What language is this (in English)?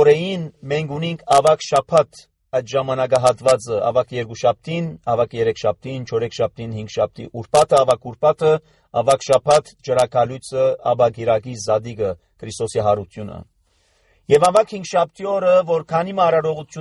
Armenian